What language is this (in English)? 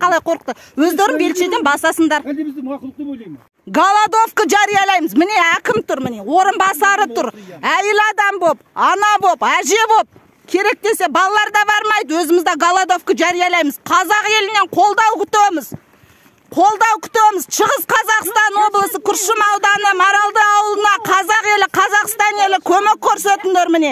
Kazakh